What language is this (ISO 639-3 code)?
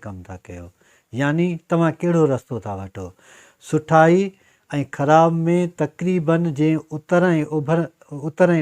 snd